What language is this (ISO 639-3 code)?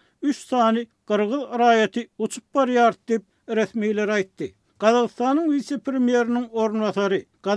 tuk